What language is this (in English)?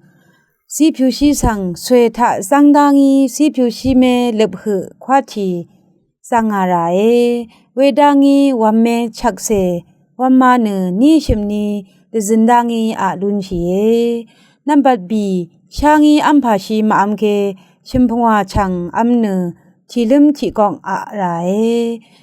Rawang